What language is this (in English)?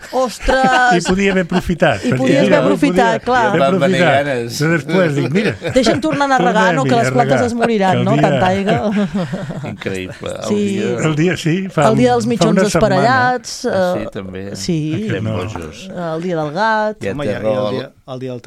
Catalan